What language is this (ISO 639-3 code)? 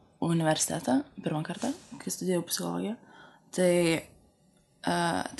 lit